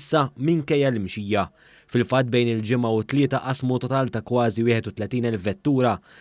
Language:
Maltese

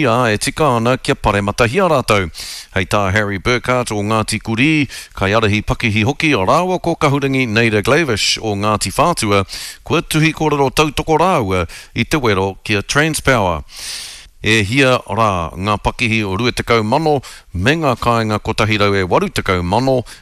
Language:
Māori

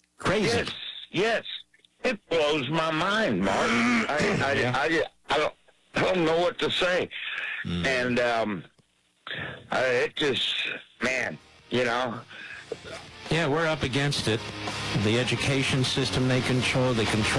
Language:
English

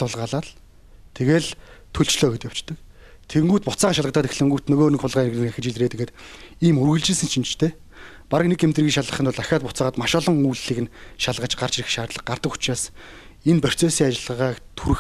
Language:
Mongolian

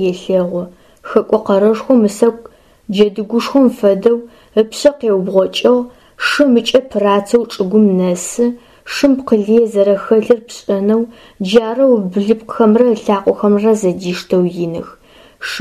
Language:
Adyghe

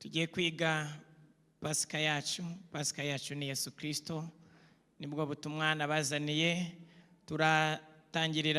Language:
Kinyarwanda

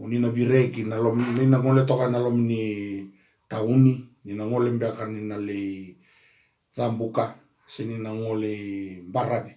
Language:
Fijian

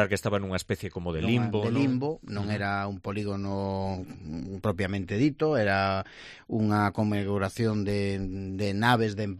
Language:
Galician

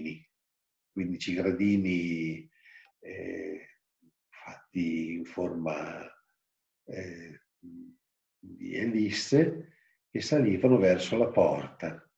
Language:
Italian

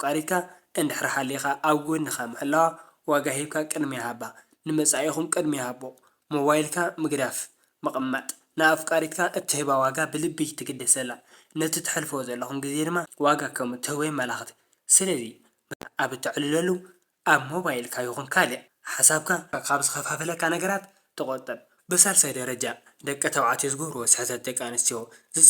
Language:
Tigrinya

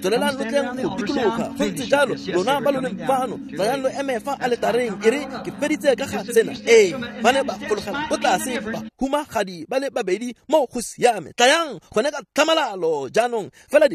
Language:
Tswana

